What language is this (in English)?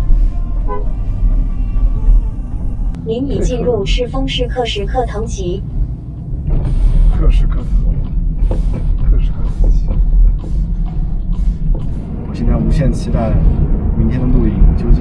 Chinese